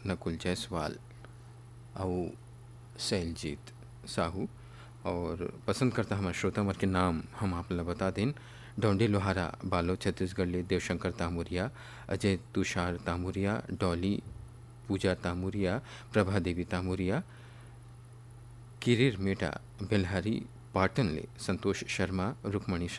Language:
Chhattisgarhi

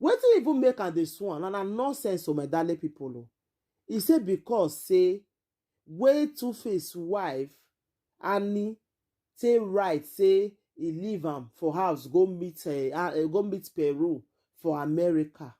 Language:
Nigerian Pidgin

